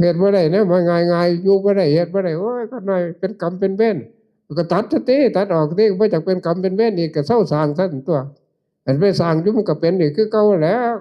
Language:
Northeastern Thai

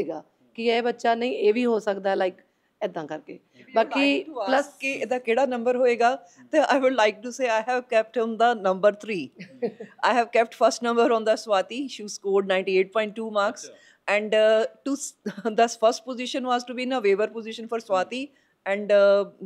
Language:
Punjabi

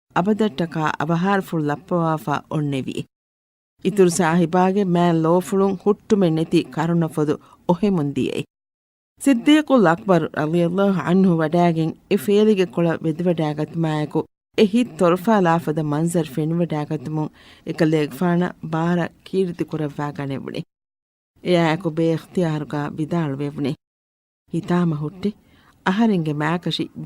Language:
Divehi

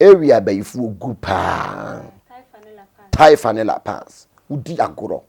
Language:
Akan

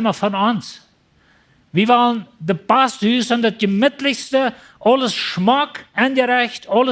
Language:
Plautdietsch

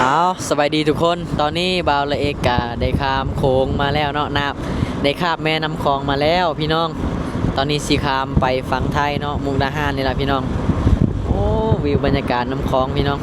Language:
Lao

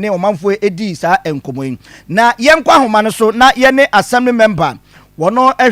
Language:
Akan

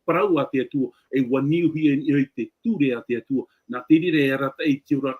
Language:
Tahitian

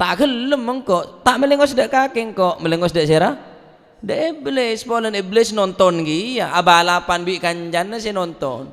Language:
Madurese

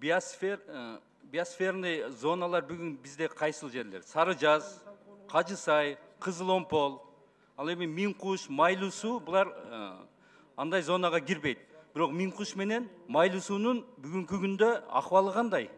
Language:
Kyrgyz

